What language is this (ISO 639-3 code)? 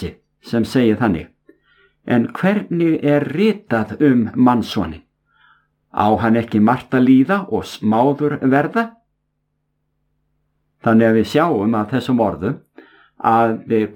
isl